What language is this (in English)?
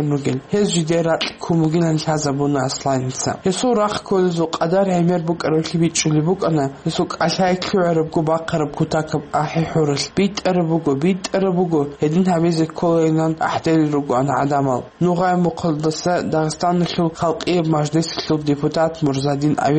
Avaric